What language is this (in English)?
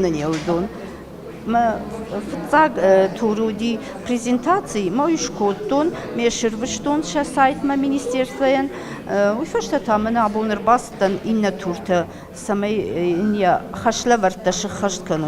Ossetic